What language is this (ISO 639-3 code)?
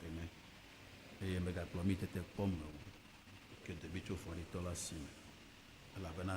ewe